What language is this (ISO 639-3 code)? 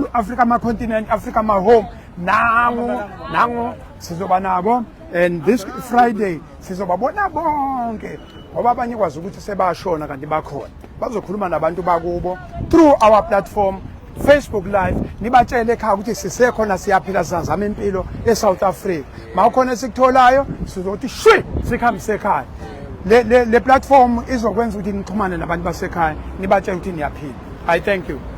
zul